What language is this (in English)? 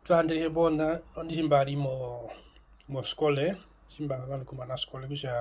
Herero